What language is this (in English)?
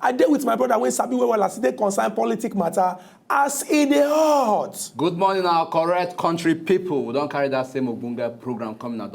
Nigerian Pidgin